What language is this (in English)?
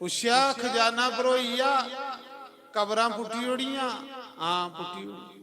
Dogri